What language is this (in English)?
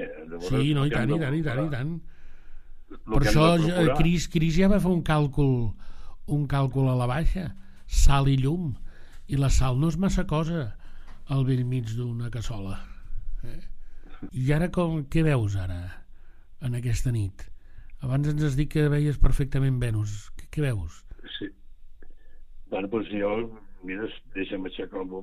Catalan